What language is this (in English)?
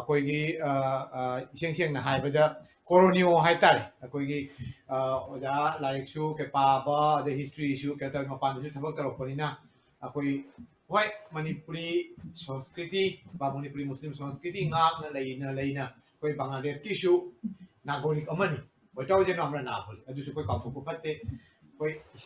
Manipuri